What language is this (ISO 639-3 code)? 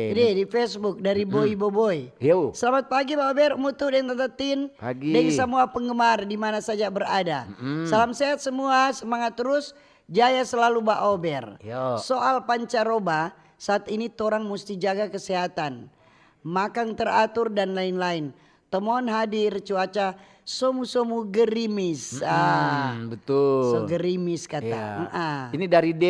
xmm